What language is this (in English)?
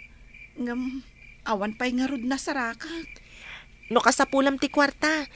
Iloko